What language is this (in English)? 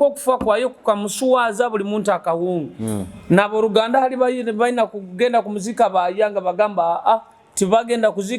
Nyoro